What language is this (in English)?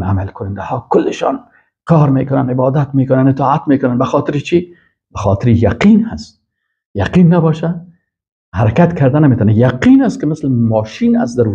Persian